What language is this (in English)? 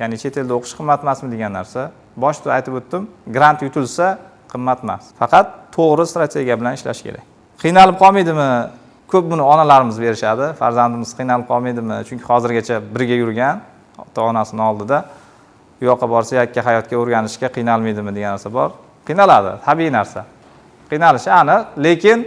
Uzbek